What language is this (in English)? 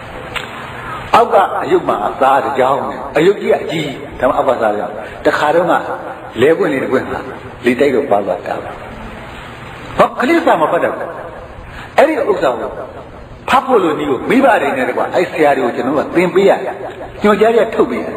Burmese